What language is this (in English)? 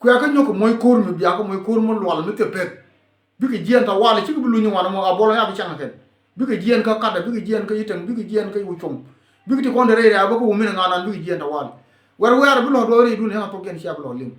Nuer